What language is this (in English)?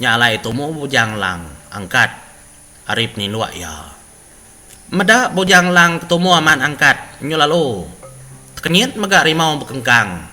Iban